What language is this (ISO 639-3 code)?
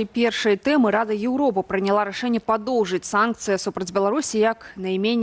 bel